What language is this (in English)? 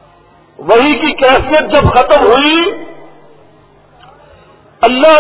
Urdu